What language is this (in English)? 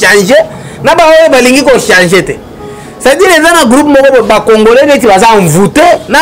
Lingala